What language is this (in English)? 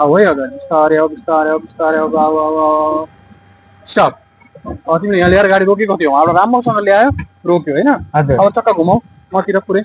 Nepali